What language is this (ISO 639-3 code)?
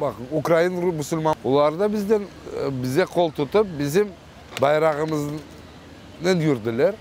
crh